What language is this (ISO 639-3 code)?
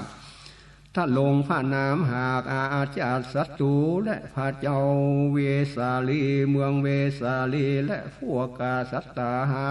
nod